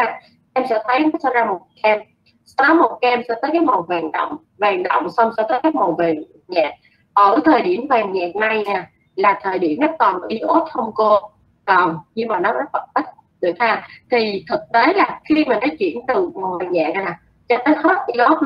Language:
Vietnamese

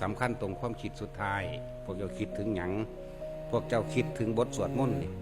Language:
Northeastern Thai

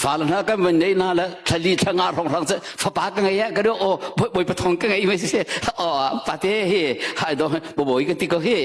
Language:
Hakha Chin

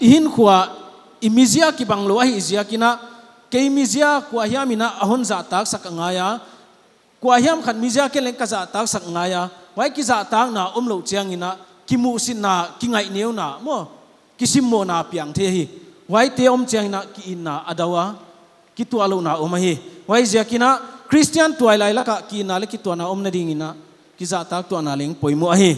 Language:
Paite Chin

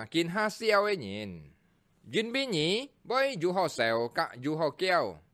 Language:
Hakka Chinese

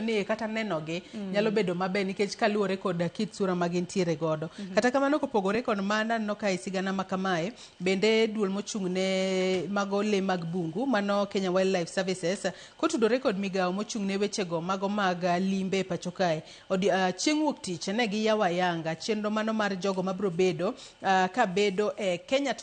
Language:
Luo (Kenya and Tanzania)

